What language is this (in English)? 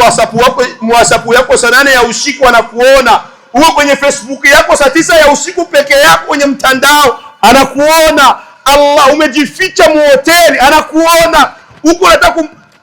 Swahili